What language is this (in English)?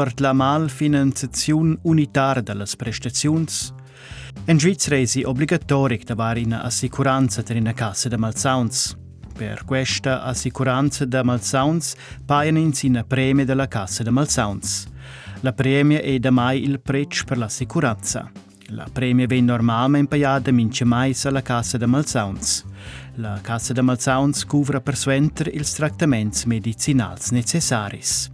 Romansh